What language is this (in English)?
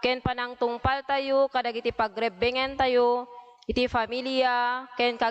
Iloko